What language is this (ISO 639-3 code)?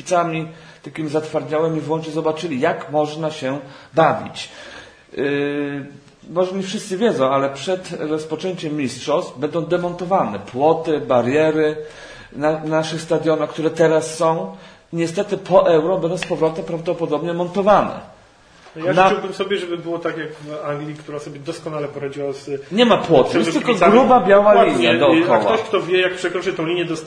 pol